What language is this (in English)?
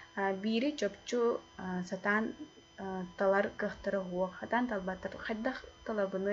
Yakut